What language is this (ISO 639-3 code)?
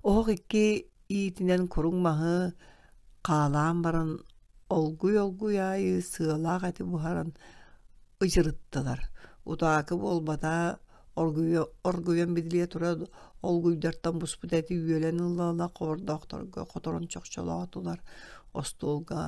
sah